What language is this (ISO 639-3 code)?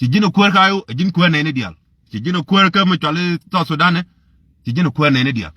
nus